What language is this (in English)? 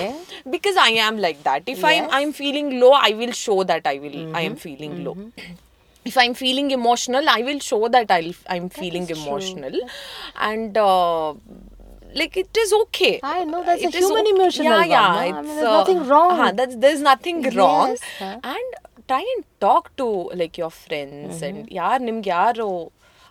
Kannada